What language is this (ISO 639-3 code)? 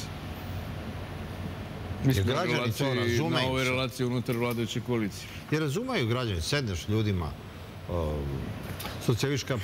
srp